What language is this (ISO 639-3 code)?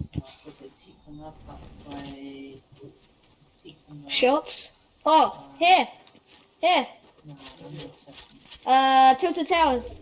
mri